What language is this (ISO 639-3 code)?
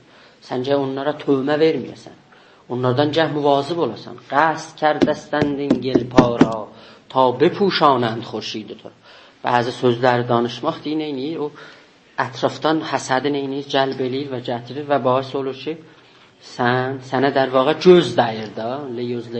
azb